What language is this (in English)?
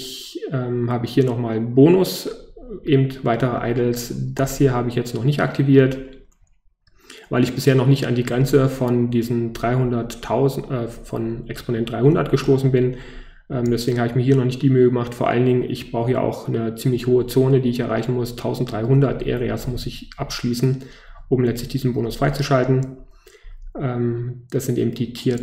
German